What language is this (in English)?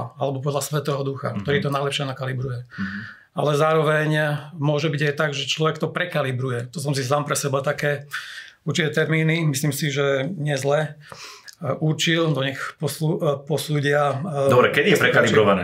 Slovak